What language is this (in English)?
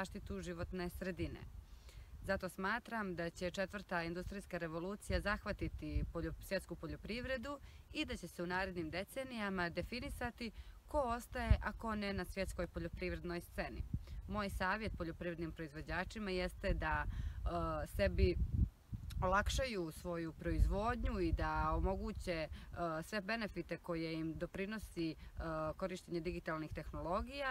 Serbian